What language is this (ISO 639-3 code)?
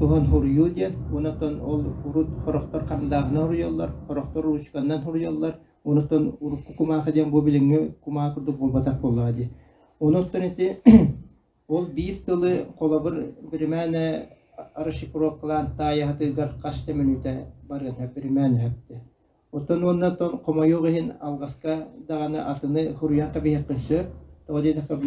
sah